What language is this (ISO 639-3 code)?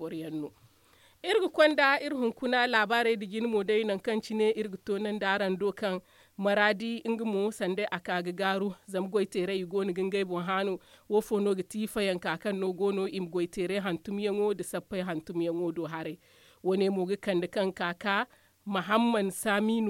dje